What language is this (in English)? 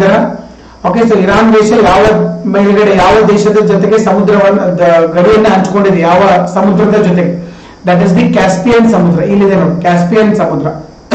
Kannada